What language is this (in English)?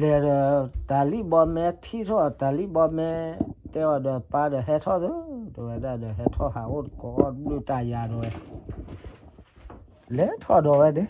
S'gaw Karen